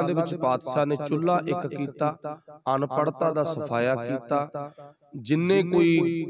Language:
Punjabi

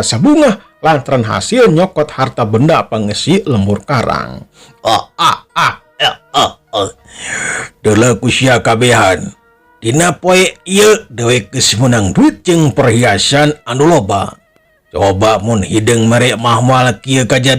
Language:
Sundanese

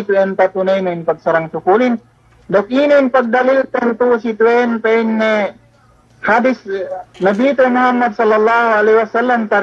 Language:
Yakan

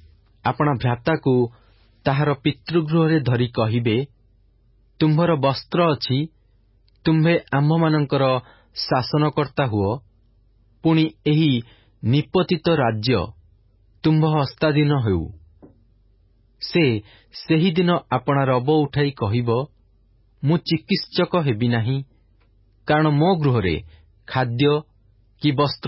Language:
Odia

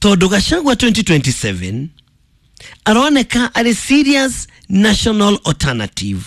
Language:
Kikuyu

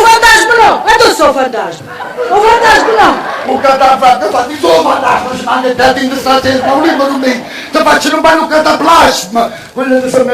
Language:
Neapolitan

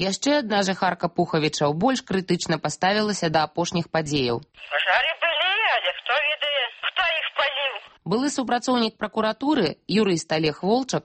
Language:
Belarusian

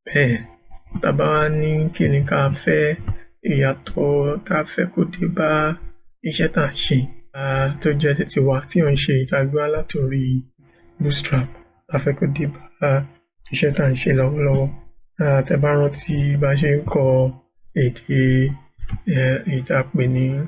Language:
Yoruba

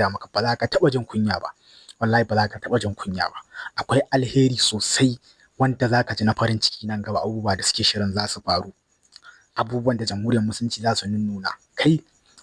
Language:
Hausa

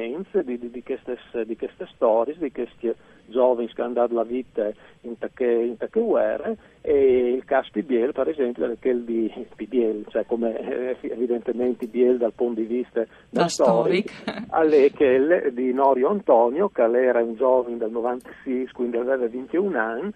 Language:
Friulian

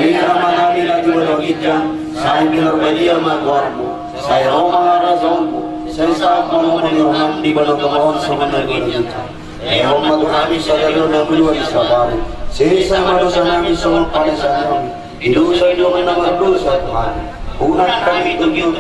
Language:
Batak Toba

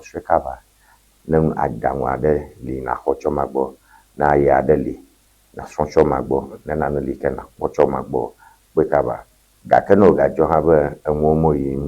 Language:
Ewe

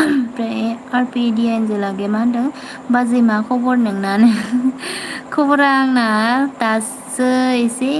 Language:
Bodo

